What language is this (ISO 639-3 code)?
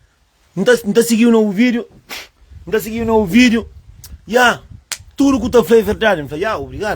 kea